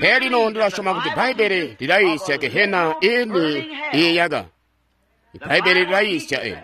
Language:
Tonga (Zambia)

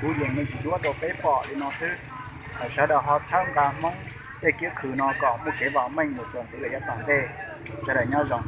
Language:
Hmong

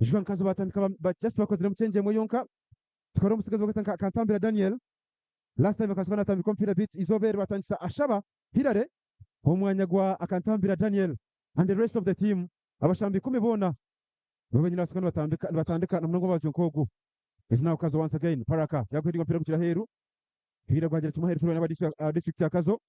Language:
Nyankole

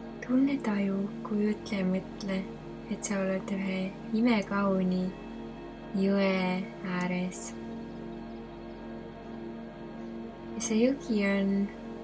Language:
Estonian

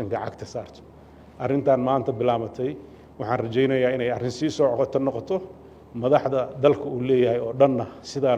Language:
Somali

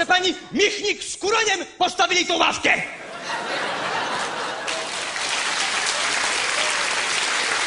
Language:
Polish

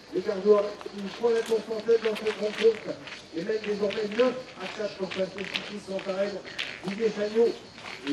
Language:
French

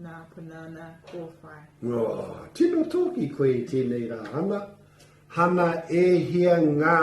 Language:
Māori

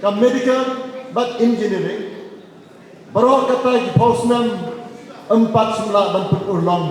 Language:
Khasi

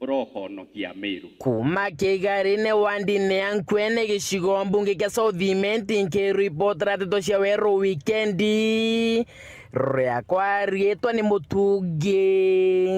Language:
Meru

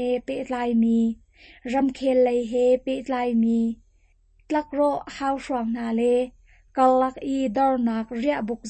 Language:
Hakha Chin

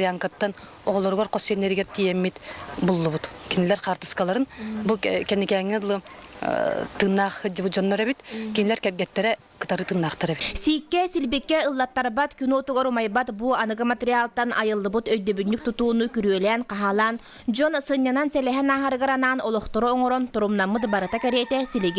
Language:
Yakut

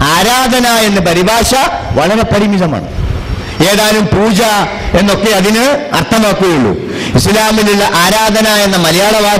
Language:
Malayalam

